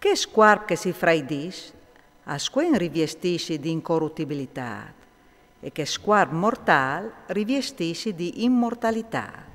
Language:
Friulian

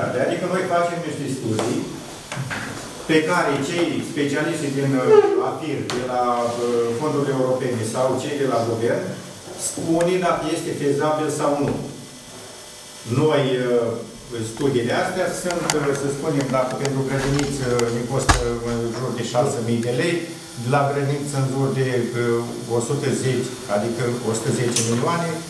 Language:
Romanian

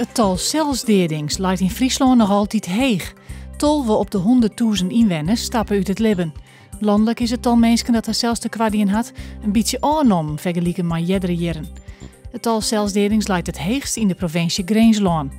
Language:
Western Frisian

